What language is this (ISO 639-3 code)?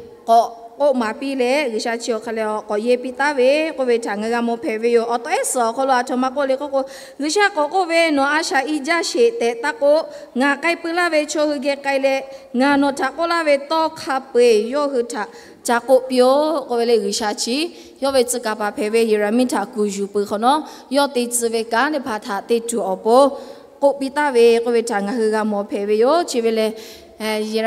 lhu